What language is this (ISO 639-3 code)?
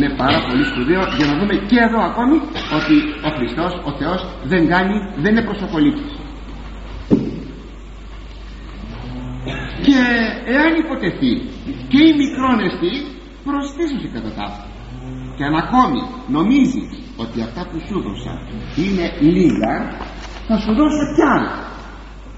ell